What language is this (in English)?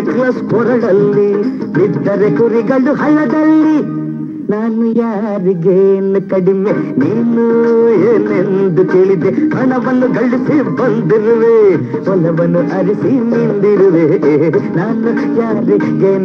Kannada